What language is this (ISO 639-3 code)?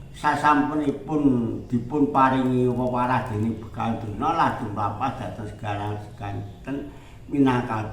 jav